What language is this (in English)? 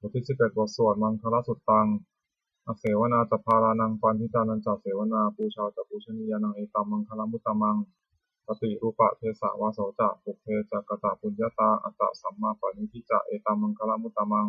Pali